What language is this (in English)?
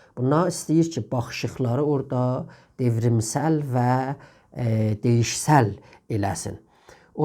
South Azerbaijani